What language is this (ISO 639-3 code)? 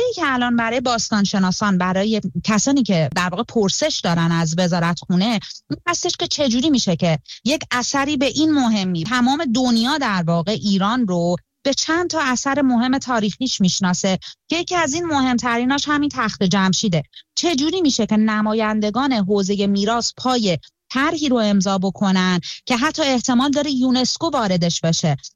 fas